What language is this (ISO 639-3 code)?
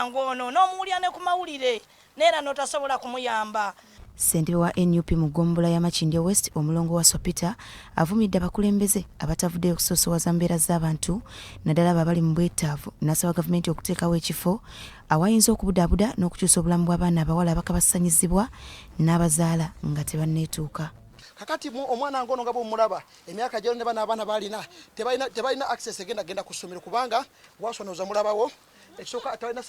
lug